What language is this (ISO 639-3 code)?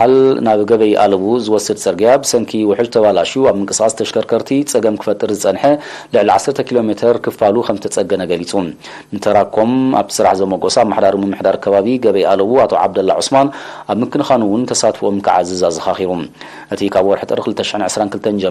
tir